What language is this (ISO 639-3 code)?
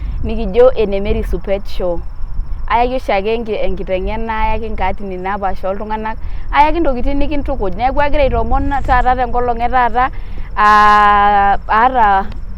mas